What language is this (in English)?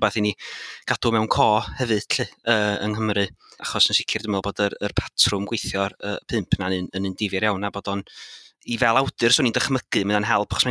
Welsh